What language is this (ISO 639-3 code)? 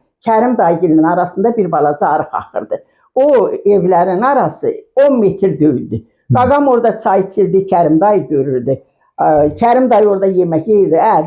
aze